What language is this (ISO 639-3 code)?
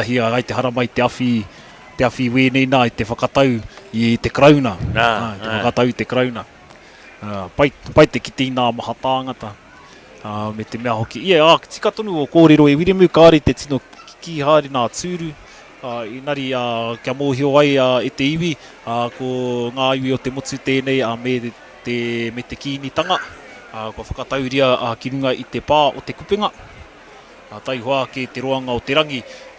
mri